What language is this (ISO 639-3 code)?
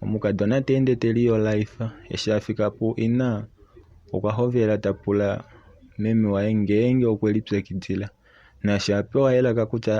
kua